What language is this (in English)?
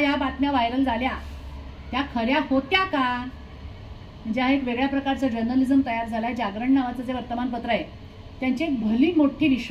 Marathi